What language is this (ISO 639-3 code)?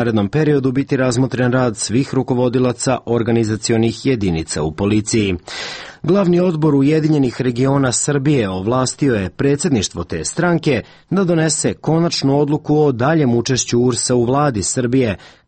srp